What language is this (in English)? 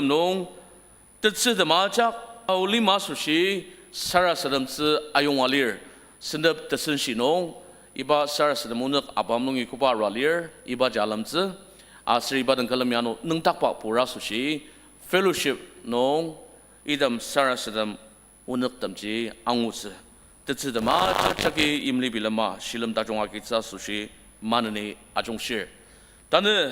Ao Naga